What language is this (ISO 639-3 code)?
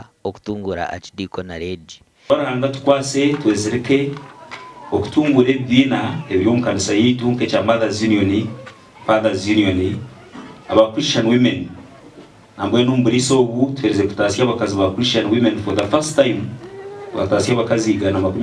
nyn